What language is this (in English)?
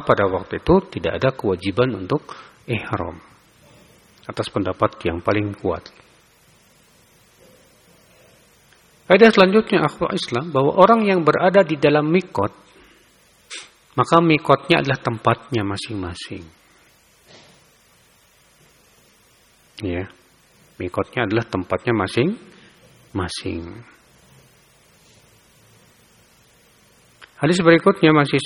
Indonesian